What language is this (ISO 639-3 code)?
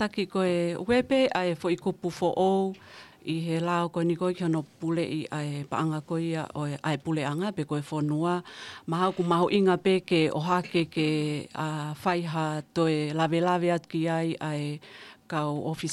ton